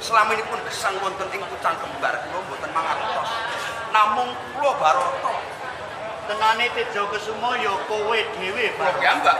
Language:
Javanese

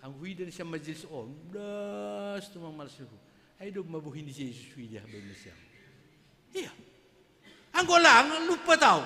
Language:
Batak Simalungun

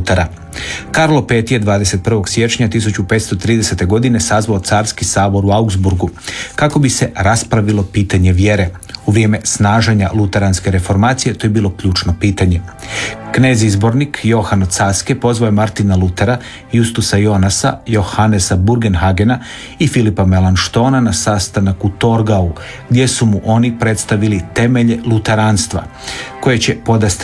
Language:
Croatian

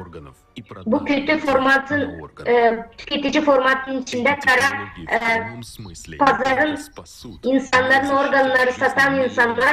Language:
Gagauz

